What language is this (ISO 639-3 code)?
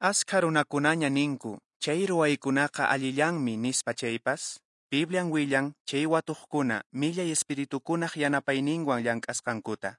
que